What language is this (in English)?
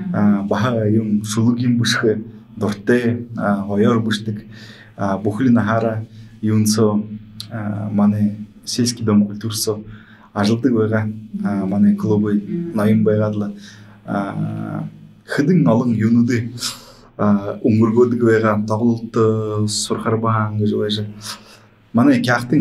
Buriat